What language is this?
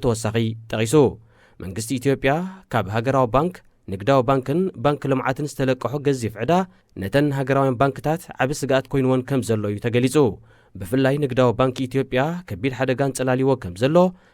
Tigrinya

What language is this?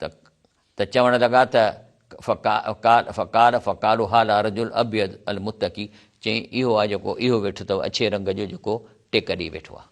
Sindhi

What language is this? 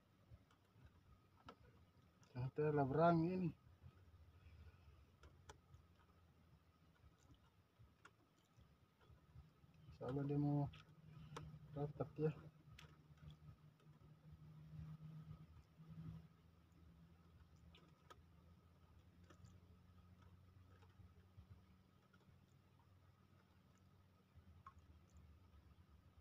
Indonesian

